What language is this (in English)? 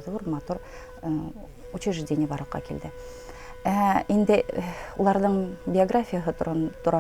Bashkir